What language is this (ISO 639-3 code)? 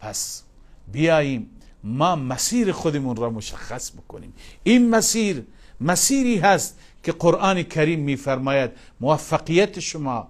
fas